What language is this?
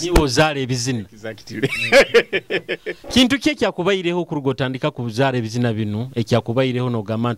Nyoro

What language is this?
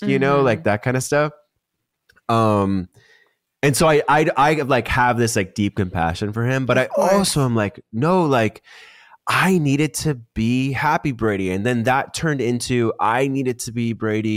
English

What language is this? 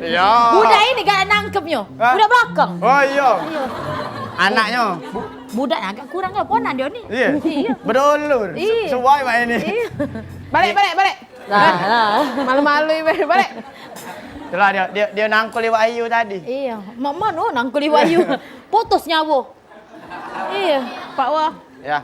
Musi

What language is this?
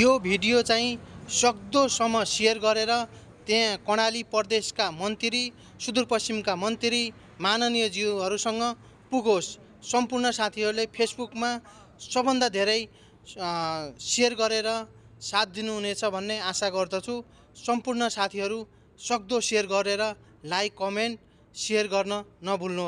Nepali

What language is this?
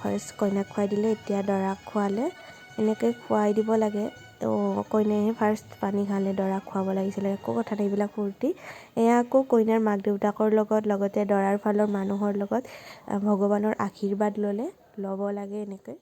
Assamese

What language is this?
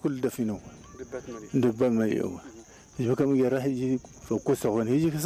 Tigrinya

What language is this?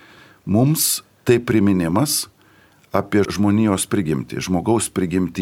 Lithuanian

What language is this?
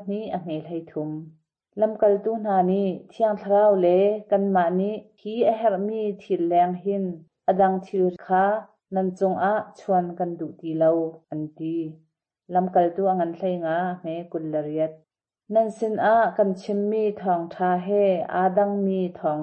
Hakha Chin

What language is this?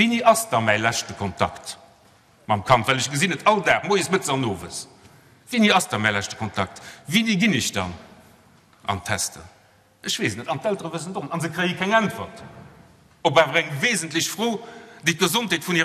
Luxembourgish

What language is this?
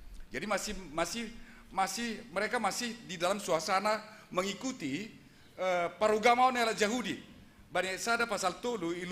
Batak Simalungun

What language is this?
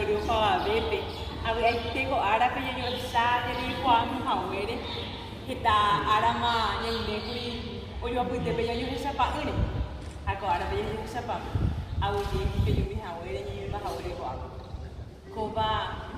Guarani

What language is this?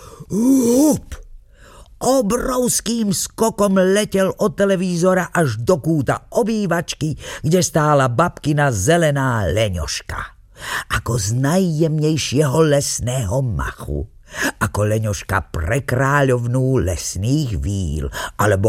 Slovak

